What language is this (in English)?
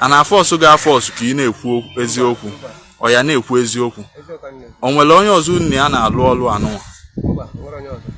Igbo